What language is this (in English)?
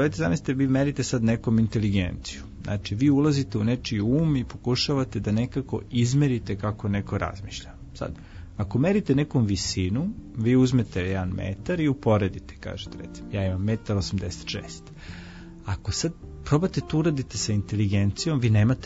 Serbian